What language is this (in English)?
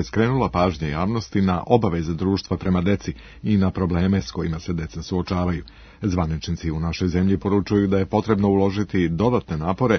Serbian